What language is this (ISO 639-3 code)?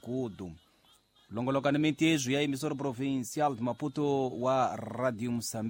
tso